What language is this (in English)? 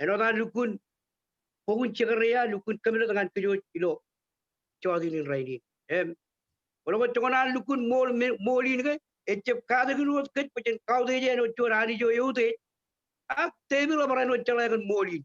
Marshallese